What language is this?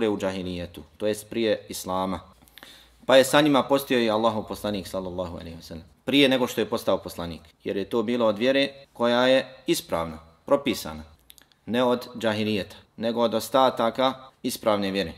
Bosnian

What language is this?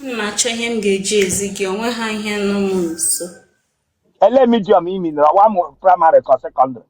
Igbo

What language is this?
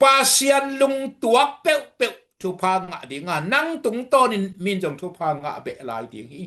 Tedim Chin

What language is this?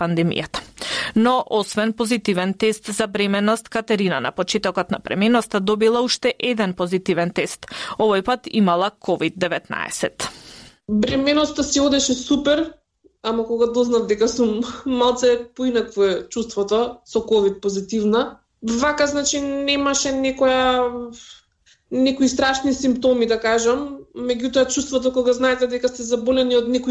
Macedonian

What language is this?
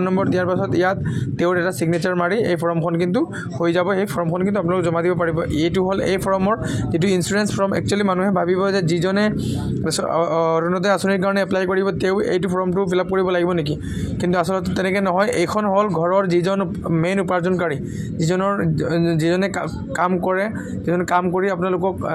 Assamese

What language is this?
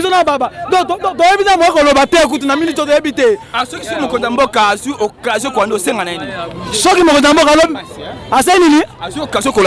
Lingala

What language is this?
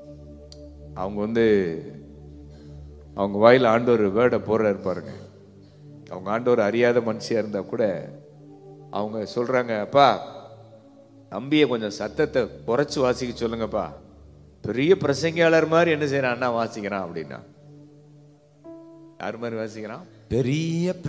Tamil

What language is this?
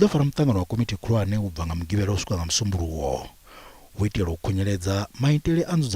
Venda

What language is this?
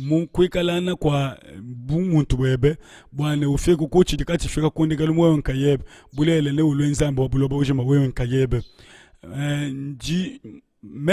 Luba-Lulua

